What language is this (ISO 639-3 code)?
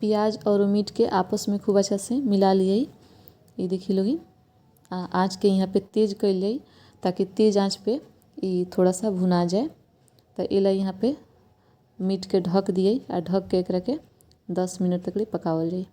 bho